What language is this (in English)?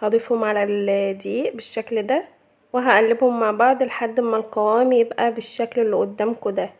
Egyptian Arabic